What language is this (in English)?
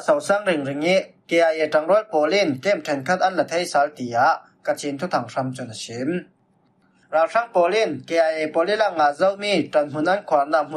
Falam Chin